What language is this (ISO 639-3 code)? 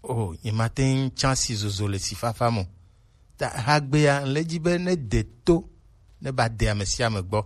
gej